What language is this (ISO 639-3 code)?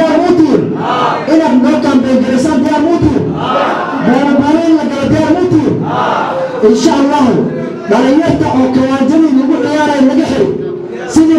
som